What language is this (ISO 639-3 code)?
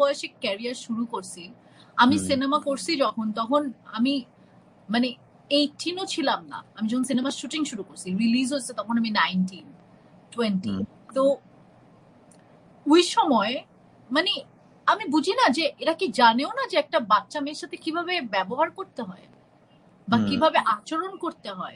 ben